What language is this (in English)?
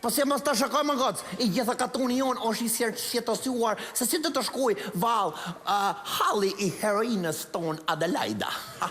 Albanian